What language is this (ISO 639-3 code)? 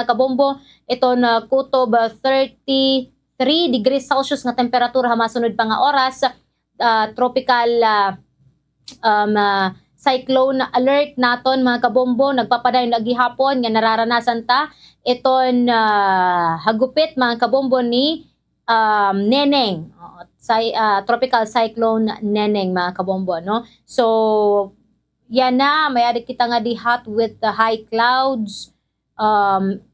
war